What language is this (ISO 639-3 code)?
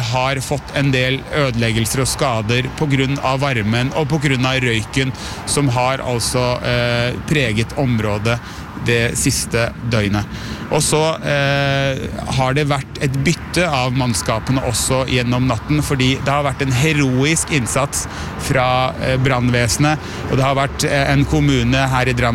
nor